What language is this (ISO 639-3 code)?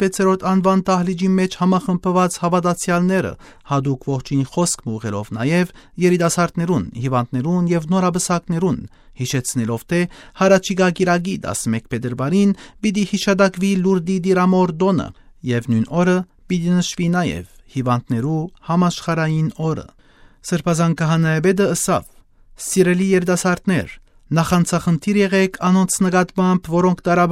hyw